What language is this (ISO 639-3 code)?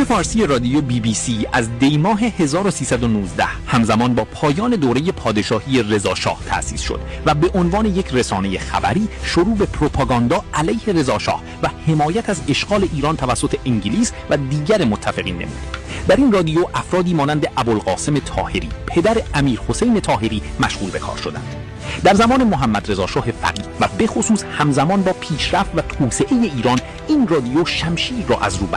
fas